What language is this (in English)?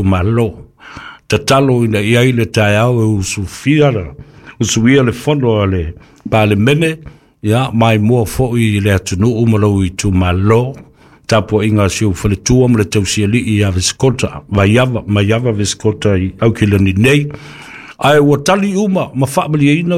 Samoan